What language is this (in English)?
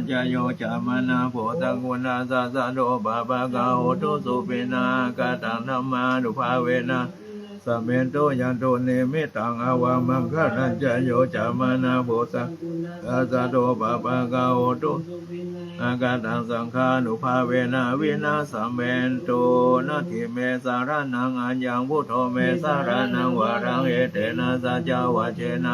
Pali